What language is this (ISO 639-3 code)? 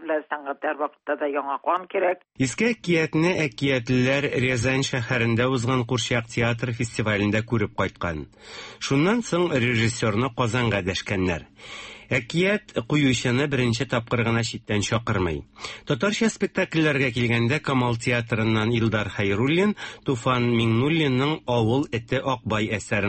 tat